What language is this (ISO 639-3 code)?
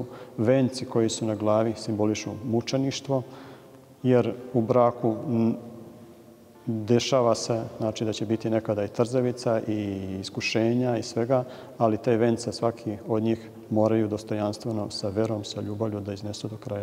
srp